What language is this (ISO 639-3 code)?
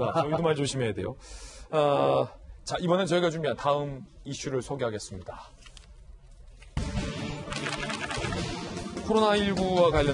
kor